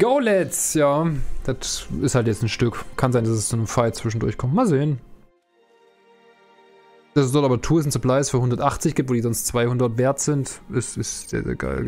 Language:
German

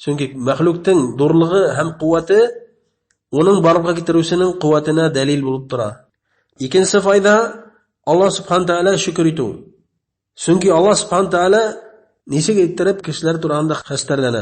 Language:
Bashkir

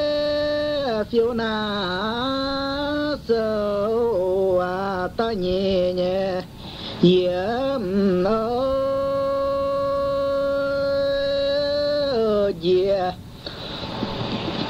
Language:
Vietnamese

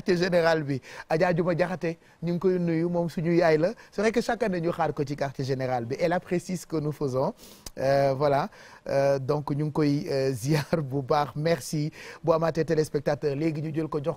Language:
Wolof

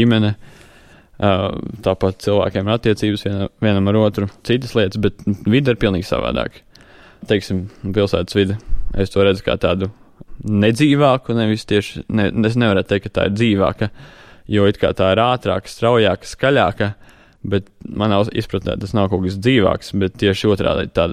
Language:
Latvian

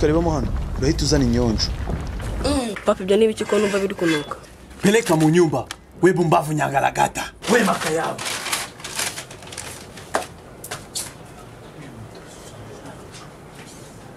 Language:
Kinyarwanda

